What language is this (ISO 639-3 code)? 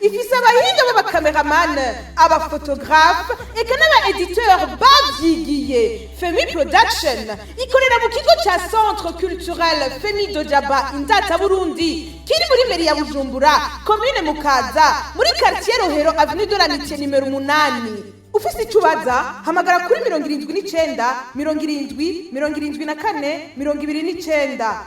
run